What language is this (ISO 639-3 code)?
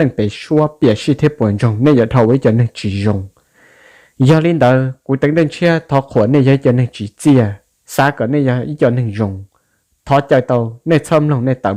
hmn